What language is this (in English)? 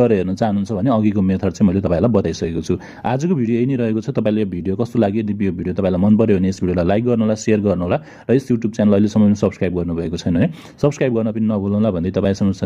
Nepali